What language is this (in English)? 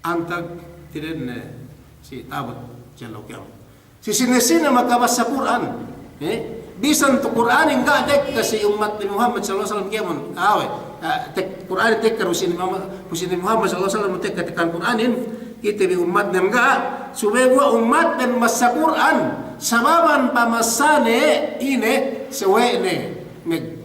Yakan